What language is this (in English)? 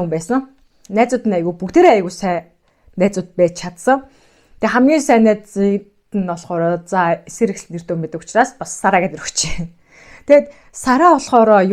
Mongolian